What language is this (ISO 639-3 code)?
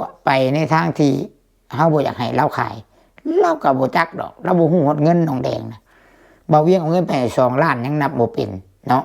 lao